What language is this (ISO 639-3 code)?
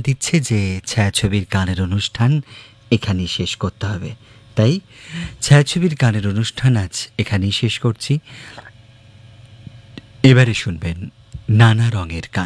ben